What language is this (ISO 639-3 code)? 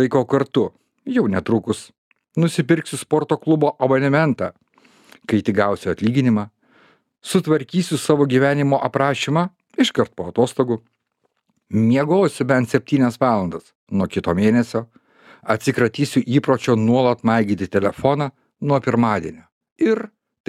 lit